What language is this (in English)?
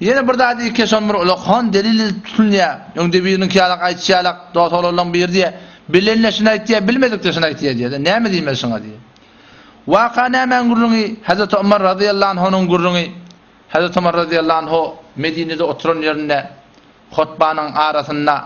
Turkmen